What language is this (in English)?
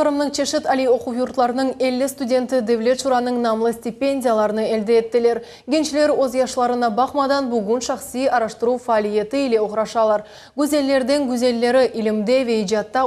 Crimean Tatar